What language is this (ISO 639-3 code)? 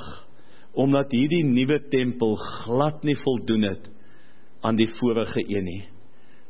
afr